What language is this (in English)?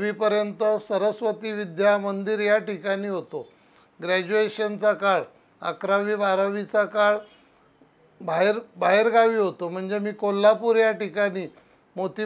Marathi